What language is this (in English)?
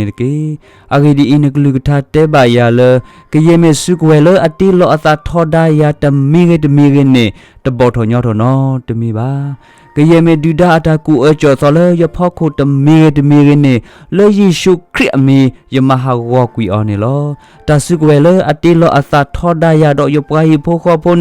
S'gaw Karen